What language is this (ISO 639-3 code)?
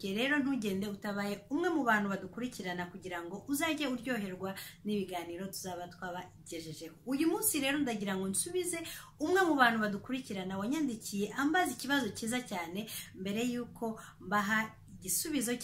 kin